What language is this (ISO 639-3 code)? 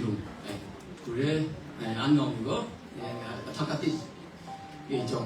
kac